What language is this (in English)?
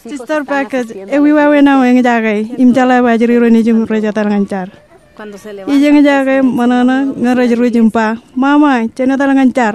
Marshallese